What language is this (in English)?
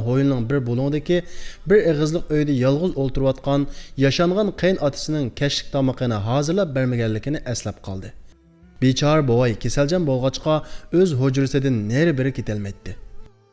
Uyghur